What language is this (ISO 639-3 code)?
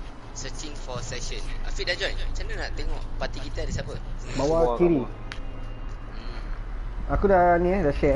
msa